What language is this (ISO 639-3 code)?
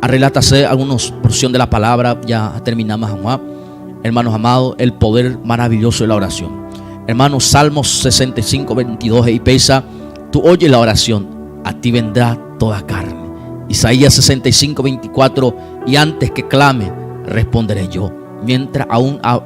grn